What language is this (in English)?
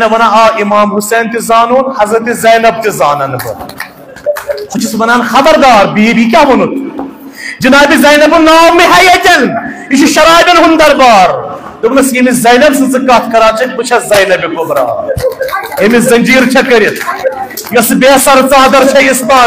Kashmiri